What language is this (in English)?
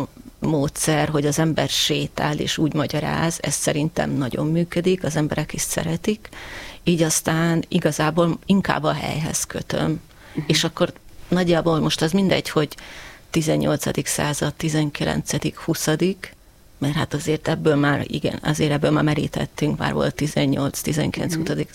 Hungarian